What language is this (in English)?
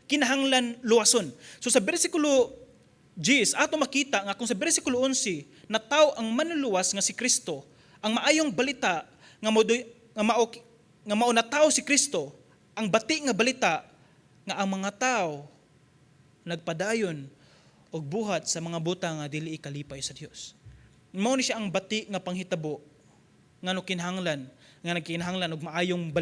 Cebuano